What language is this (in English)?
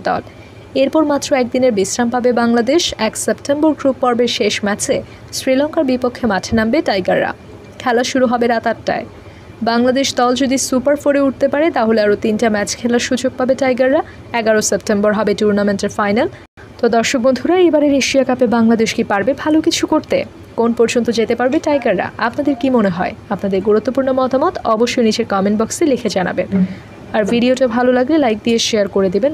Bangla